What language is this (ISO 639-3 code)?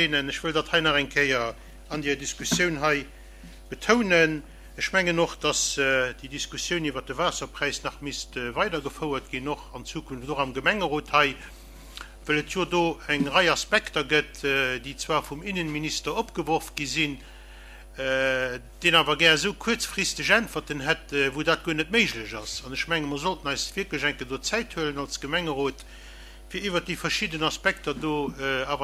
ltz